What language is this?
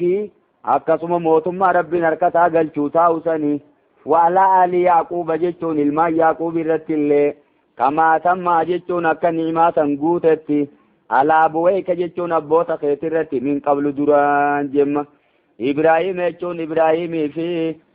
Oromo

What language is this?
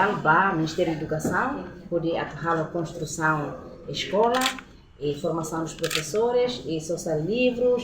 Tetum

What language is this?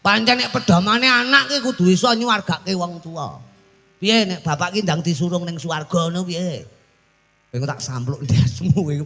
Javanese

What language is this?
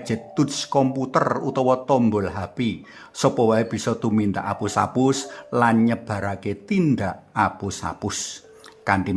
Javanese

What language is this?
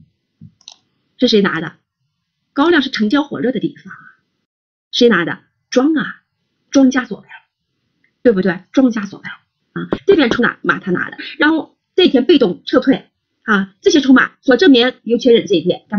Chinese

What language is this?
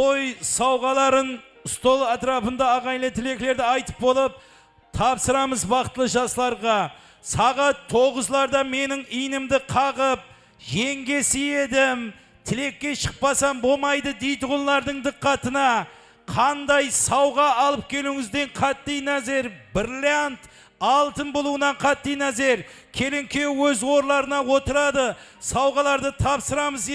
Kara-Kalpak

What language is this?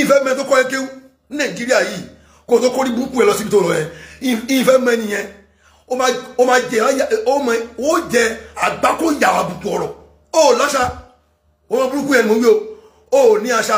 Yoruba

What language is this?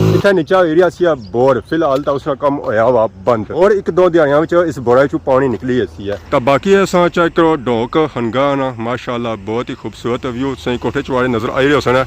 Pahari-Potwari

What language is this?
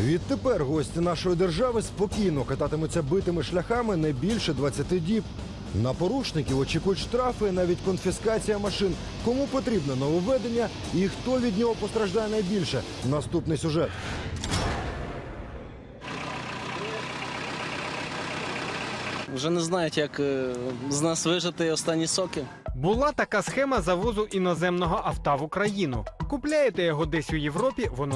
Ukrainian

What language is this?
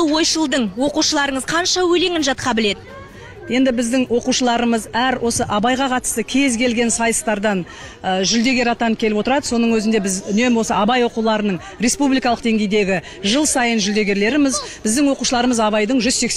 Kazakh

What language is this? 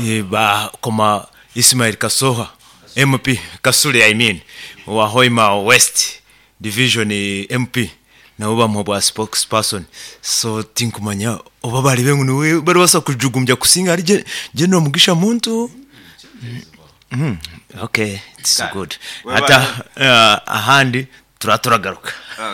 Nyoro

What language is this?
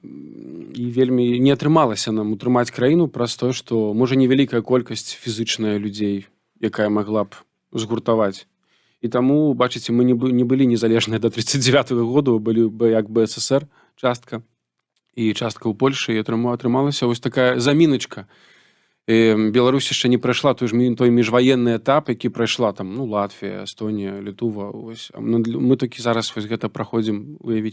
Belarusian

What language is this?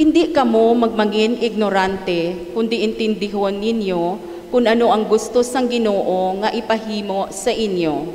Hiligaynon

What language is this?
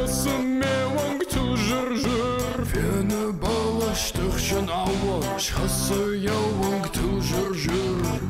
Ossetic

